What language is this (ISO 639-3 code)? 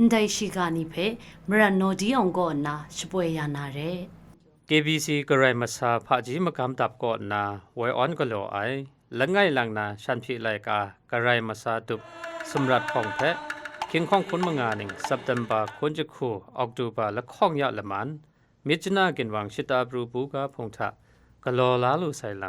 kac